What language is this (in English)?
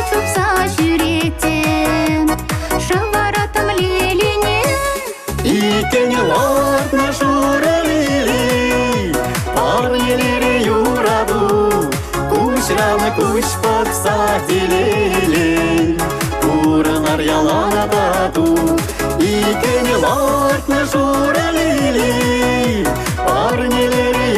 Chuvash